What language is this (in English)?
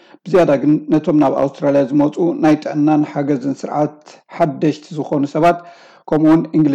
Tigrinya